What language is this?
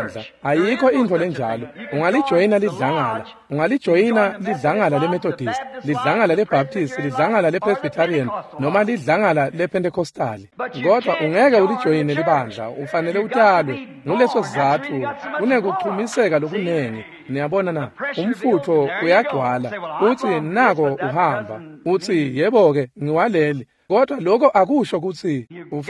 Swati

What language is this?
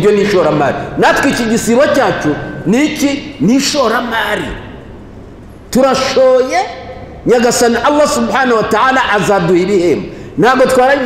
Kinyarwanda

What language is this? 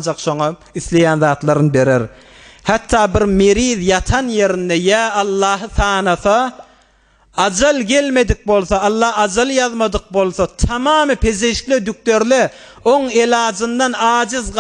Turkmen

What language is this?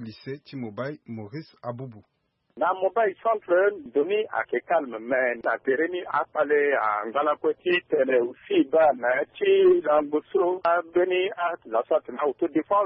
Sango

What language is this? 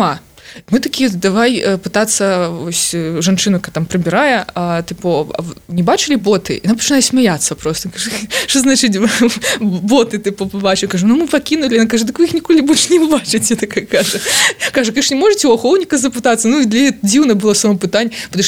Belarusian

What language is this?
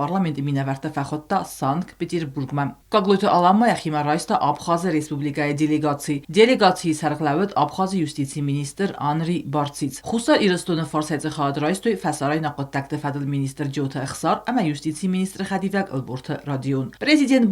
Ossetic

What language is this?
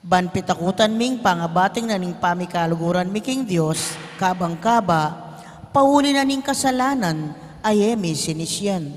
Pampanga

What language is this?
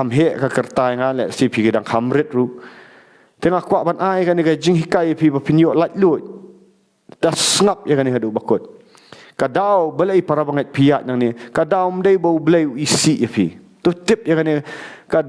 Khasi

